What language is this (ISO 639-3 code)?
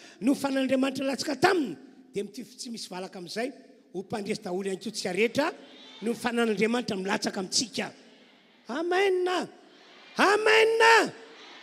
mlg